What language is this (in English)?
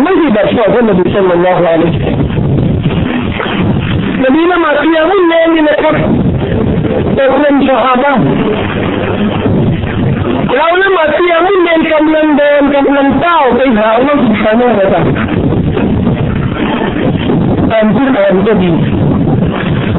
Thai